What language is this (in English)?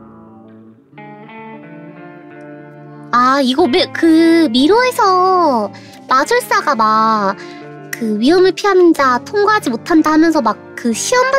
Korean